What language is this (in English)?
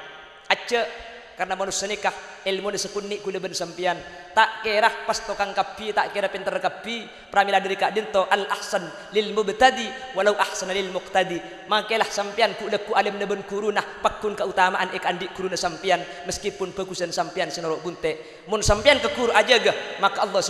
Madurese